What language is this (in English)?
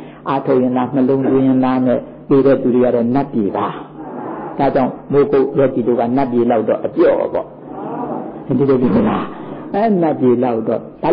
Burmese